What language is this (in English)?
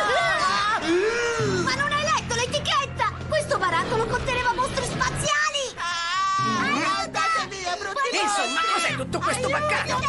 Italian